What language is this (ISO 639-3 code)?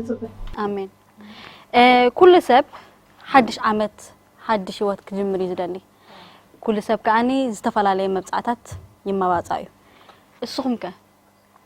tir